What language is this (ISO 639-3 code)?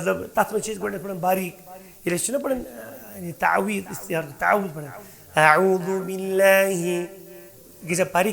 kas